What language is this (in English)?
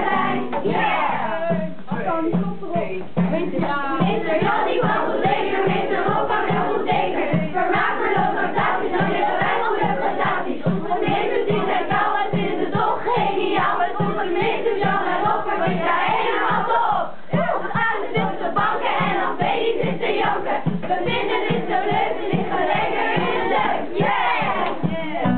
Dutch